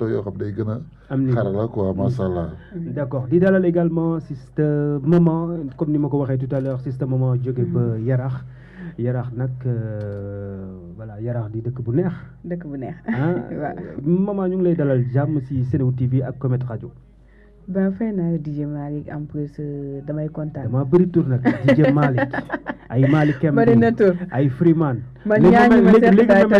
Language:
Wolof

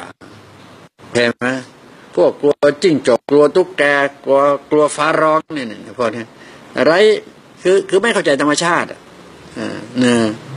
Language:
Thai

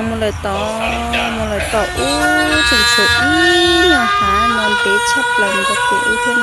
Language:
Hmong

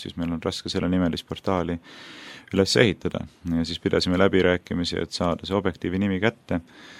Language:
Estonian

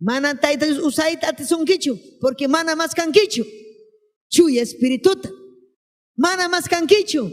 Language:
Ayacucho Quechua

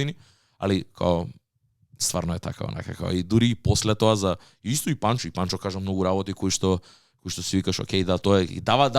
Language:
Macedonian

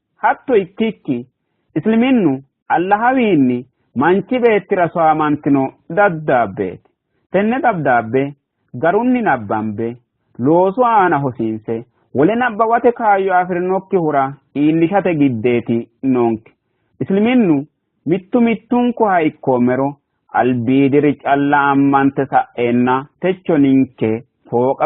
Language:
Sidamo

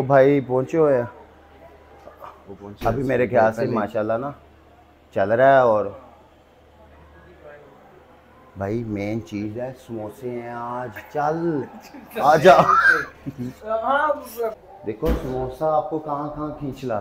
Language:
Hindi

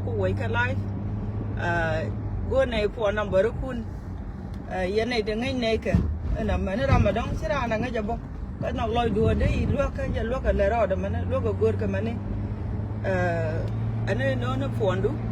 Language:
Nuer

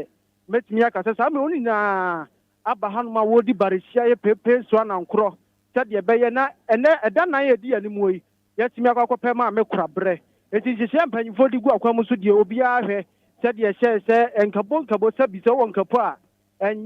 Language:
Akan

